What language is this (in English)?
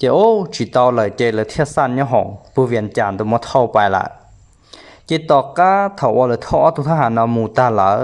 Hmong